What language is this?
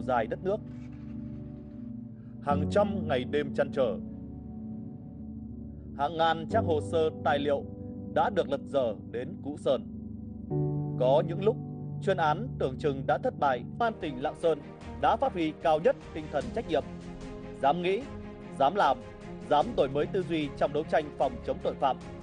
Vietnamese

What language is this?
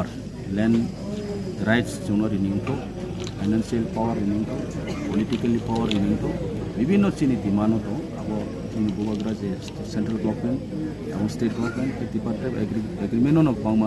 Riang (India)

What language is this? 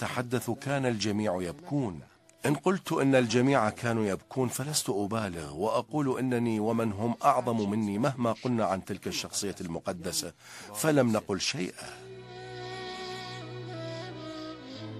Arabic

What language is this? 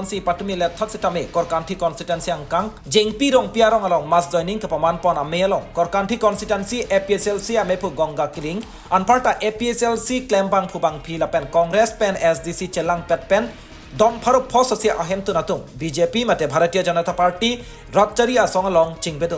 Karbi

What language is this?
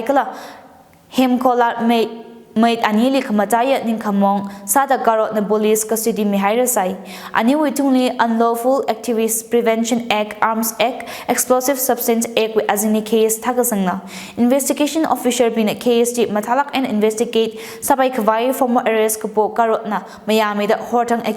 Tangkhul Naga (India)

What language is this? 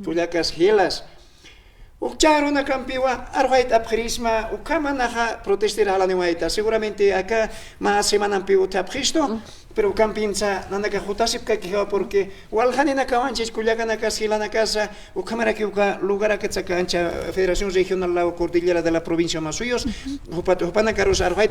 Aymara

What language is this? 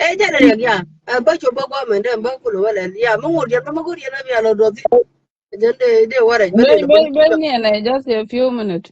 Nuer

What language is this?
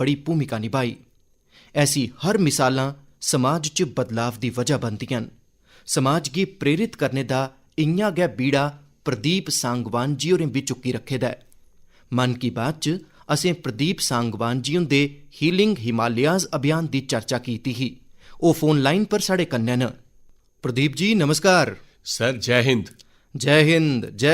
Dogri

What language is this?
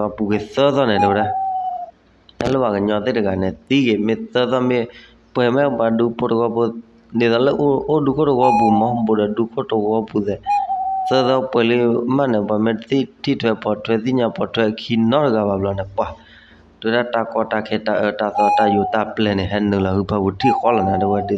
S'gaw Karen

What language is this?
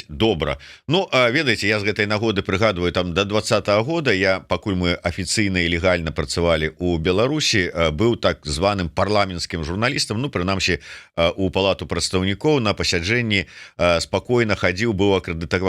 Belarusian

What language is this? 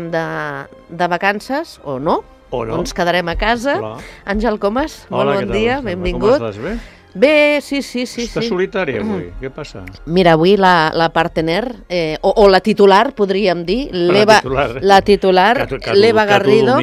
Catalan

